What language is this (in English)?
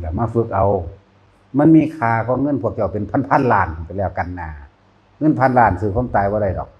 Northeastern Thai